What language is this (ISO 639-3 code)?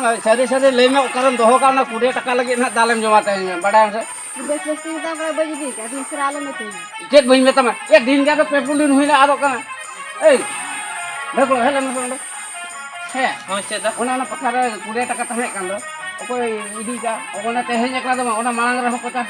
sat